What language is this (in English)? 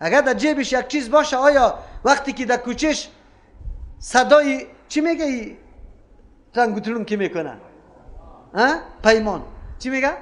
Persian